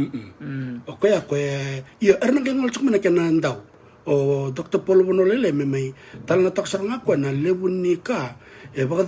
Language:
Fijian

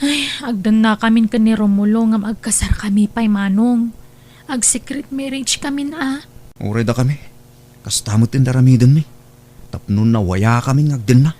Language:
Iloko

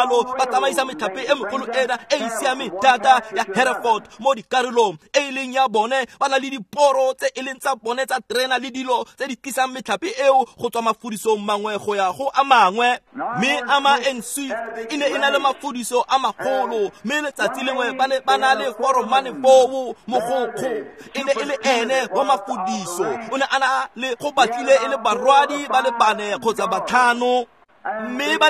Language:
Tswana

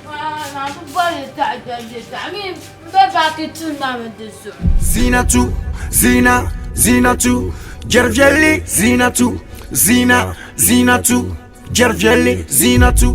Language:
Dagbani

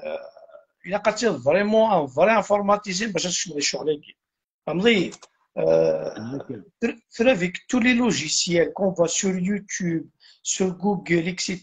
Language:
Kabyle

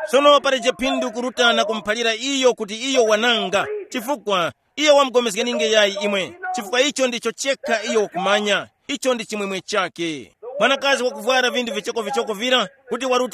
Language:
Tumbuka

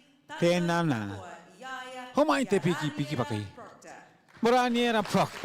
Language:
Māori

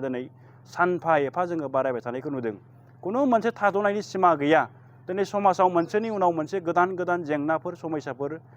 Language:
Bodo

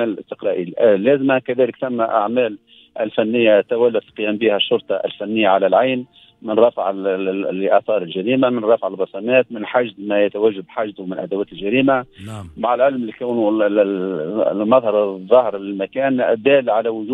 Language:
Tunisian Arabic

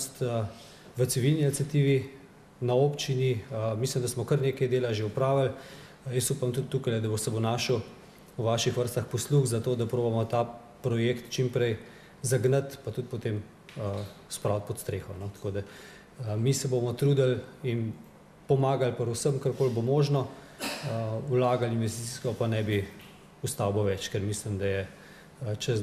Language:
Slovenian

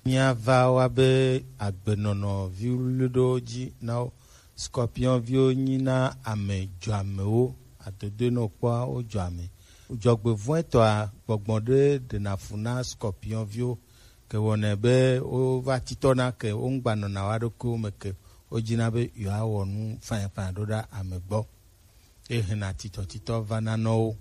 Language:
Gen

